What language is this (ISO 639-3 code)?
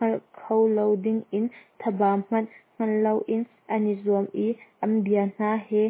cnh